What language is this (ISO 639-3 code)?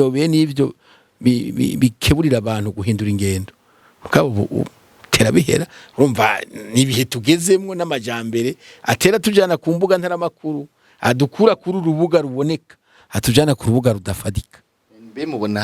run